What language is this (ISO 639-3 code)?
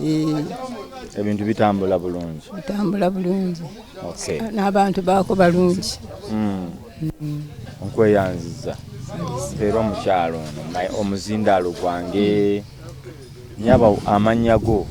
lug